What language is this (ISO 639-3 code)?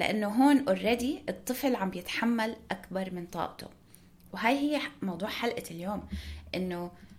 apc